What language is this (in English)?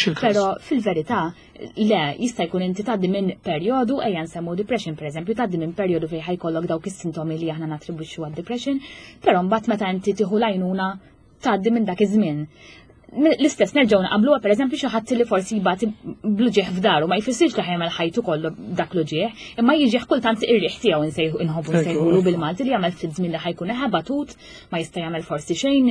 Maltese